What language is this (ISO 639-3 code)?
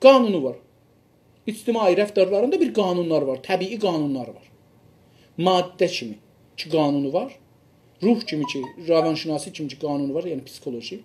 azb